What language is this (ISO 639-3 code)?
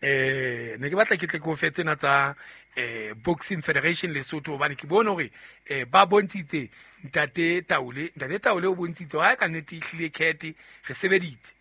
sot